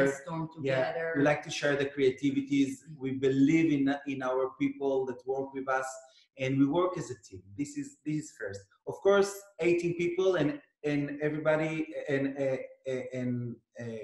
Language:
English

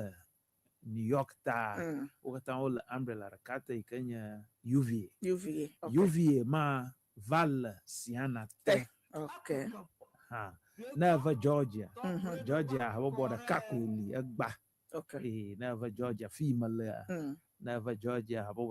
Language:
Ewe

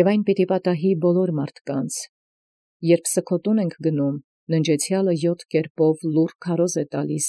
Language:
Armenian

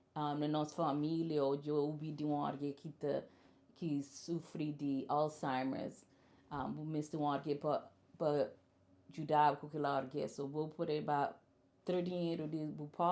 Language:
Kabuverdianu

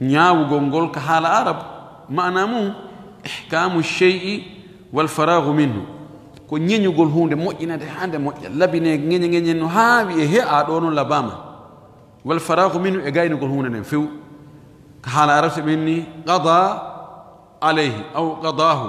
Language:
Fula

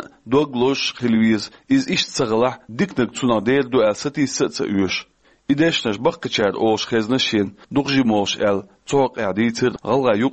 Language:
Chechen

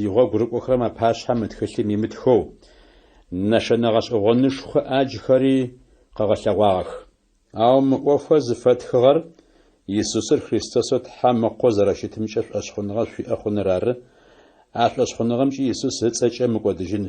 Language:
Adyghe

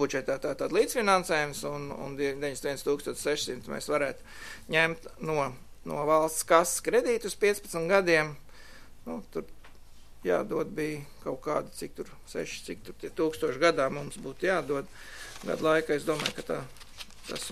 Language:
Latvian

